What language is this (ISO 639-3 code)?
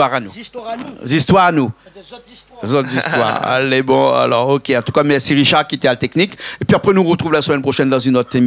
rcf